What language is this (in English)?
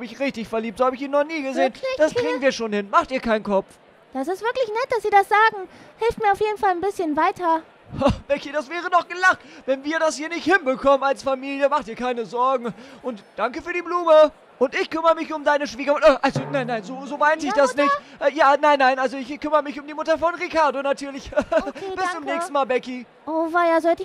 German